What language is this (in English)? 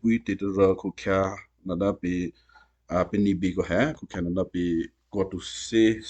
Western Kayah